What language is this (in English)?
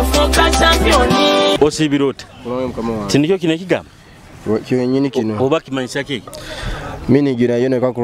Nyoro